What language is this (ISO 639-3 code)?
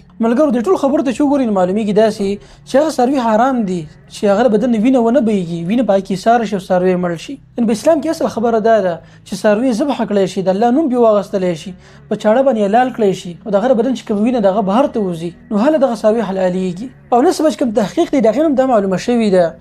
pus